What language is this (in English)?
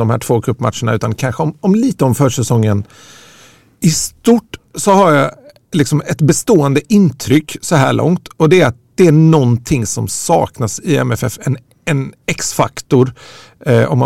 Swedish